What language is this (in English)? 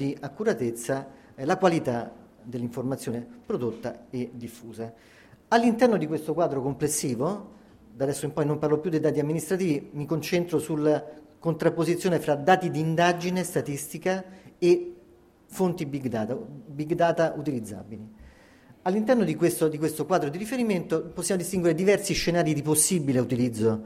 Italian